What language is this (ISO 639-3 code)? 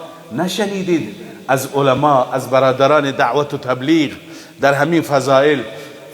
fas